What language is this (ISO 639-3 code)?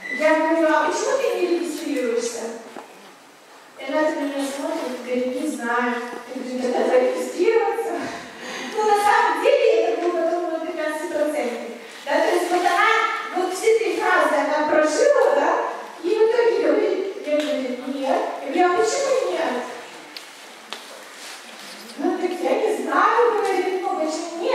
rus